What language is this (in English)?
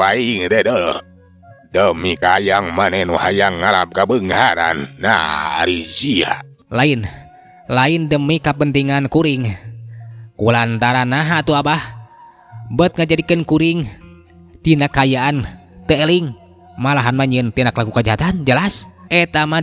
Sundanese